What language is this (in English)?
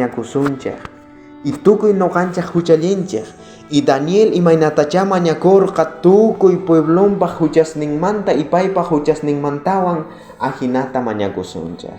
South Bolivian Quechua